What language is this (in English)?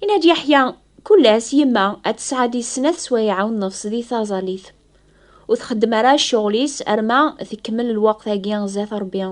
Kabyle